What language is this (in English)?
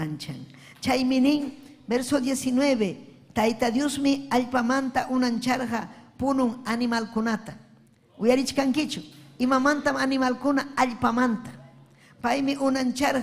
Ayacucho Quechua